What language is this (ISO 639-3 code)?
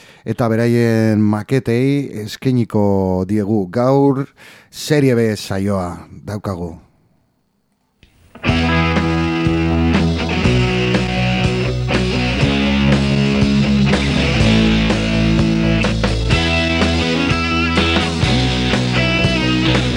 eus